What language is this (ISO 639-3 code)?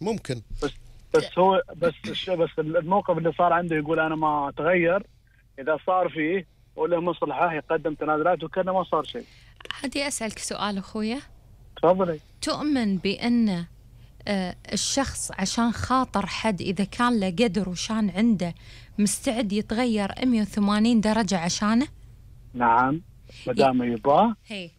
afb